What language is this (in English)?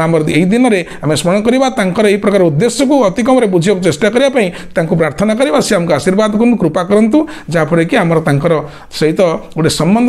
Odia